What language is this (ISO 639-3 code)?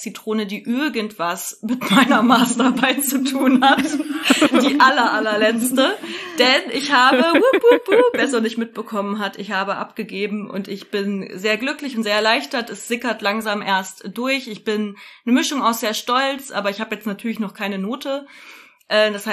deu